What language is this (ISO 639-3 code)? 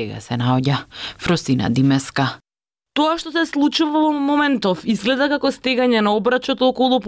mkd